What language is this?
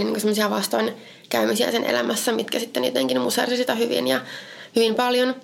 Finnish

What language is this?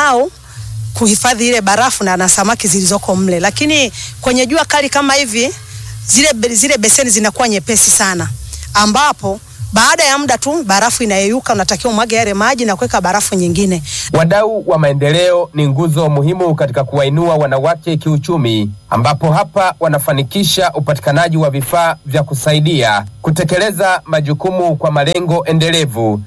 Swahili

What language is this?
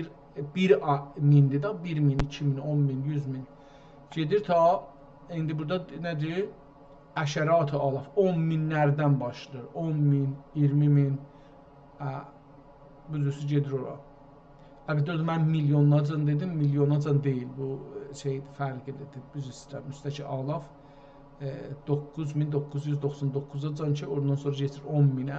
South Azerbaijani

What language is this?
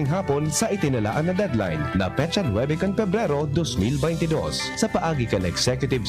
Bikol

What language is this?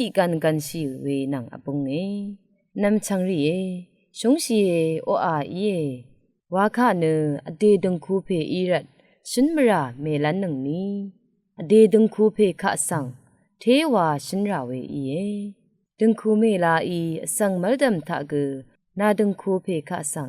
Rawang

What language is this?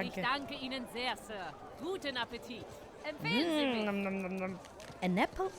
Swiss German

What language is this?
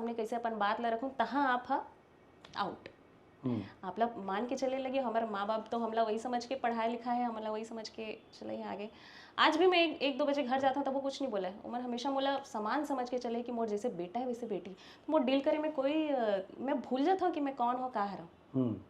Chhattisgarhi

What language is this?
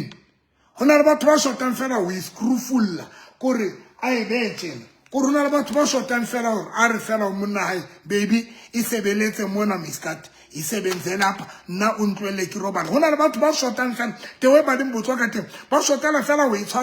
Southern Sotho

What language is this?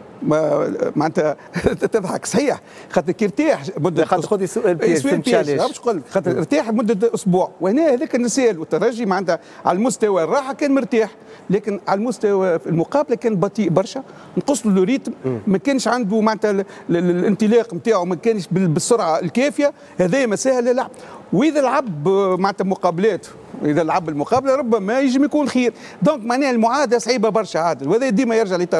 Tunisian Arabic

